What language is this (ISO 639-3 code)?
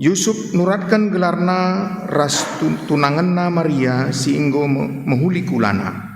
btx